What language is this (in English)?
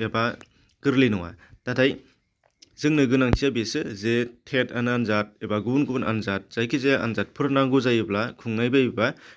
Bodo